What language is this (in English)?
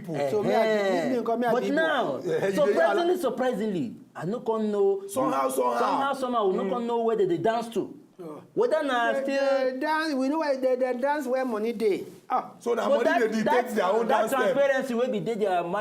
Nigerian Pidgin